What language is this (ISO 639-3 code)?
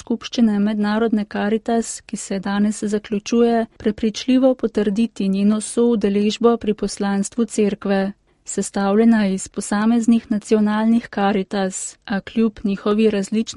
slv